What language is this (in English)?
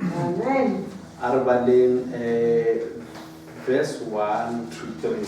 Northern Sotho